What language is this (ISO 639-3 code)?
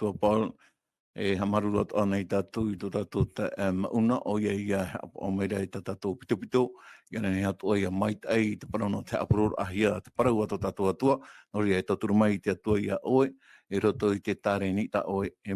tah